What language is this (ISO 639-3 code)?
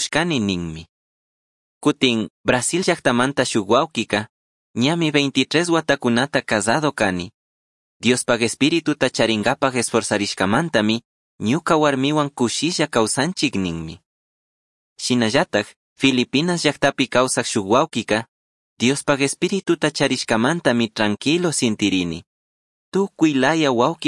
qug